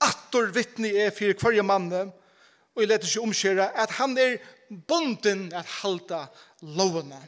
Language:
Faroese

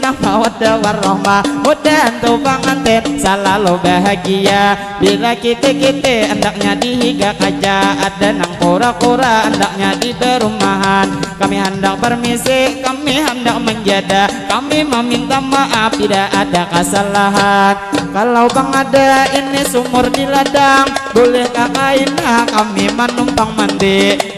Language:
Banjar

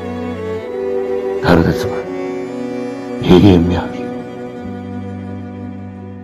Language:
Turkish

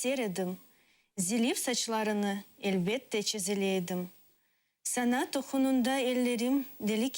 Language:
Crimean Tatar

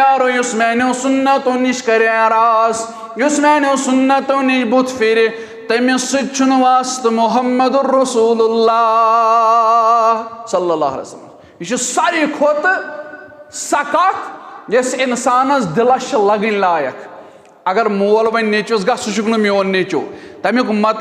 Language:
Kashmiri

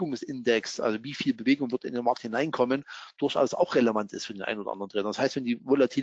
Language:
German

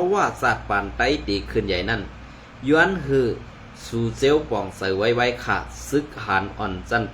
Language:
Shan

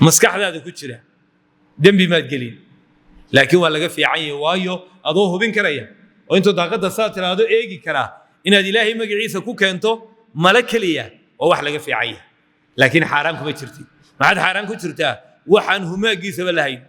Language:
Somali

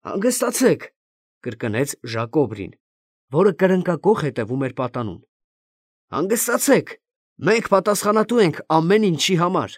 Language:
Armenian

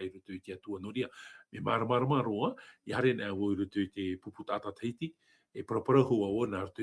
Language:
Tahitian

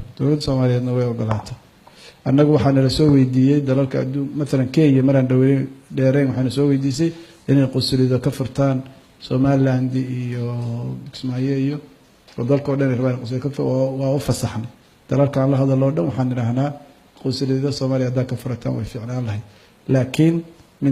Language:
Somali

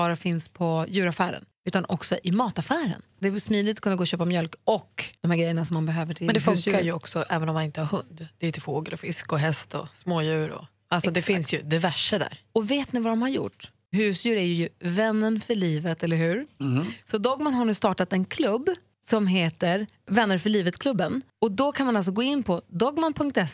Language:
Swedish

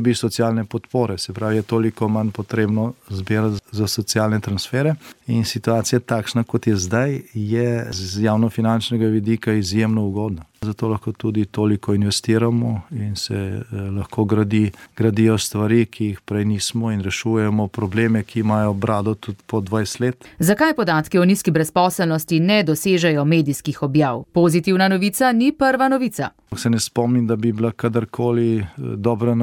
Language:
Slovenian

